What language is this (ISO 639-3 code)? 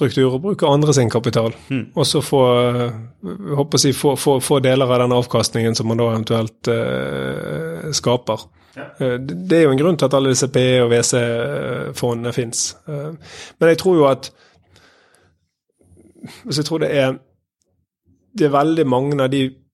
nor